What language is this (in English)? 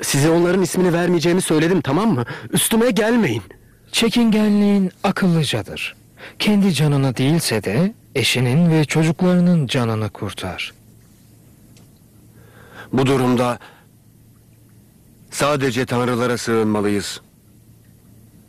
Turkish